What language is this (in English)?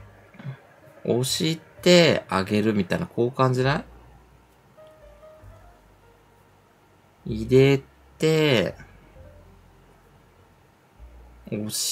Japanese